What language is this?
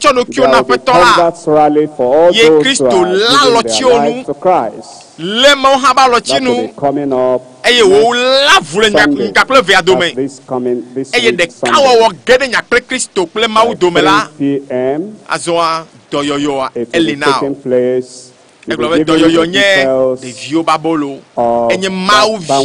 Ewe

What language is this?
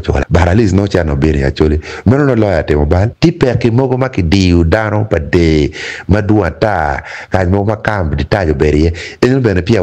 Acoli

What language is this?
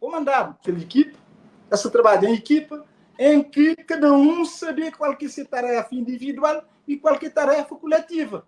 Kabuverdianu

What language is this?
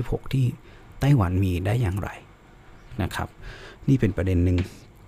Thai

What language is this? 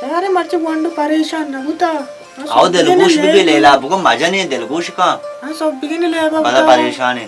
Baluchi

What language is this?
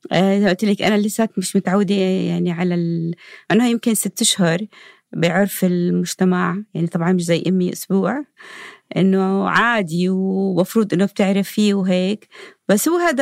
North Levantine Arabic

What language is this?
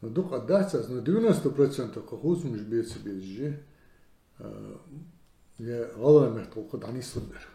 Ingush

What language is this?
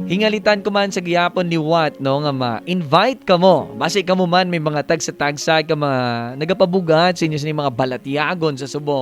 Hiligaynon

